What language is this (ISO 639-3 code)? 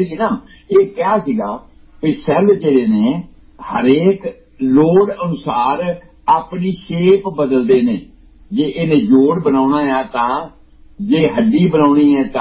pan